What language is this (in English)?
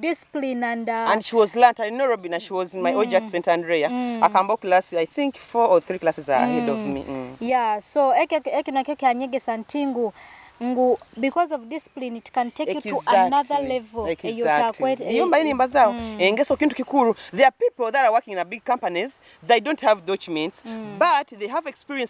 Nyoro